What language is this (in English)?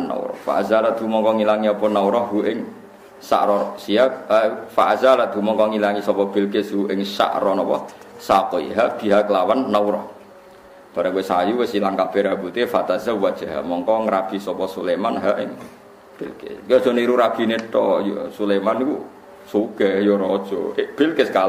Javanese